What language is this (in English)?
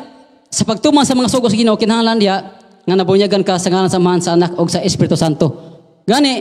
Cebuano